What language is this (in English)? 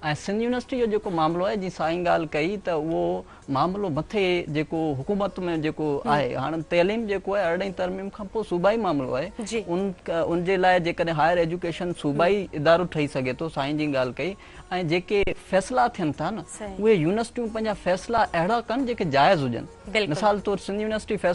Sindhi